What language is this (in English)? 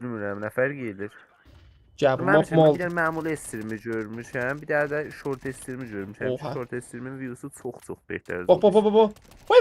South Azerbaijani